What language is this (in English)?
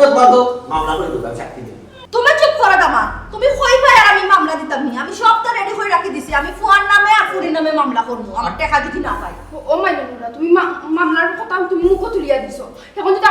Sylheti